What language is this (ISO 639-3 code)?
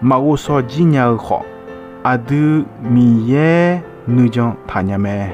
ahk